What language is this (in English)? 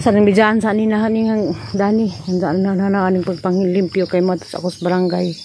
Cebuano